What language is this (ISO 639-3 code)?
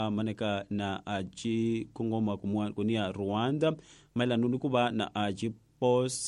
tso